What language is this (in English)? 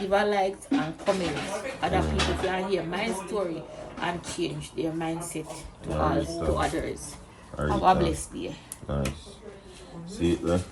Jamaican Creole English